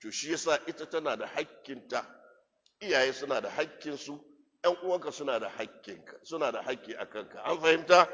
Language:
Hausa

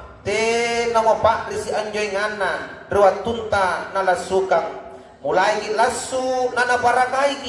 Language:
Makasar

